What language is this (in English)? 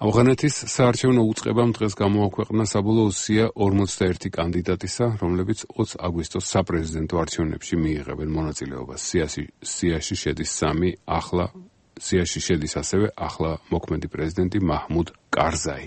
Georgian